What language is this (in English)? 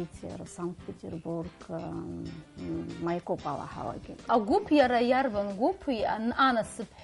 Abkhazian